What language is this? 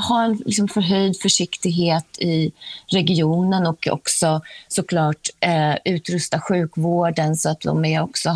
Swedish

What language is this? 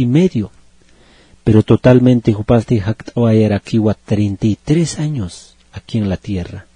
Aymara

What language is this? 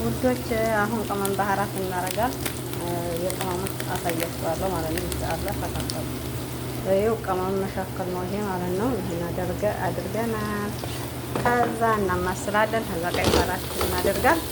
Amharic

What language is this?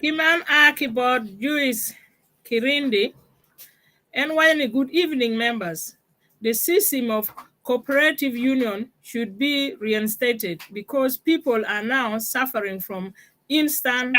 Acoli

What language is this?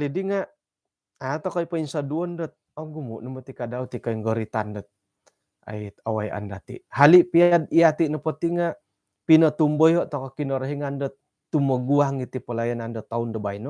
Central Dusun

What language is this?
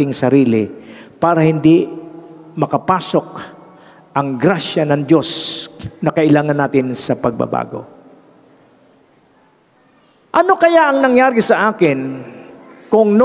Filipino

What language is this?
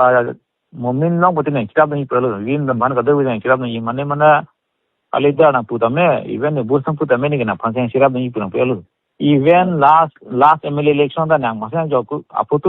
Karbi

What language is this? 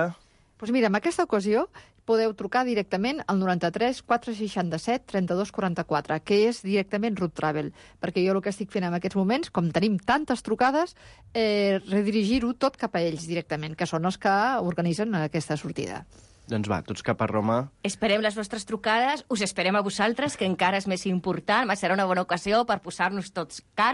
Catalan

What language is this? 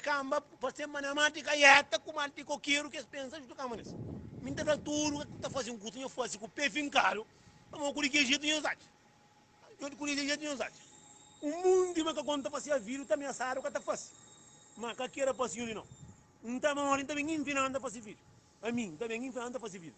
Kabuverdianu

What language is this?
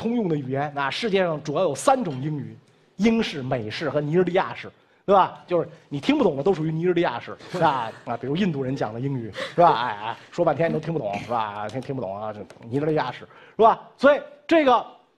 Chinese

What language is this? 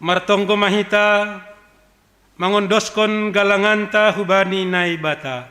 Batak Simalungun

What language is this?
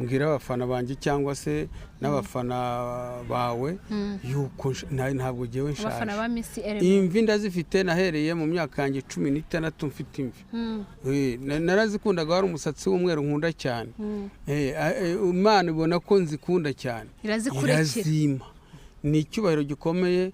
Kinyarwanda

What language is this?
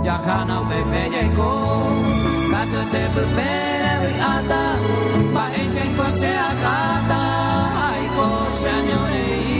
Guarani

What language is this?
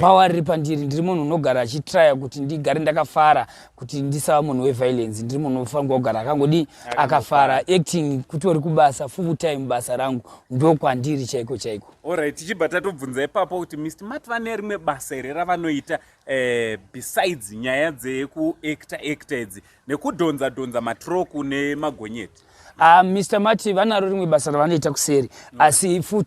Shona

